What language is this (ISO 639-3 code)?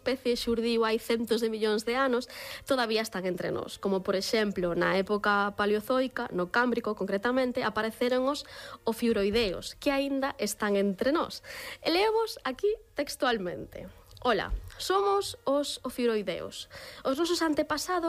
glg